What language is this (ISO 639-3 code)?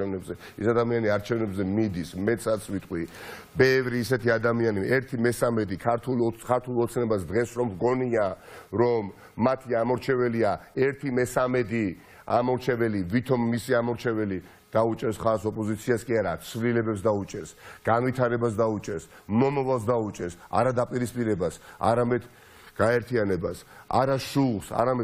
kat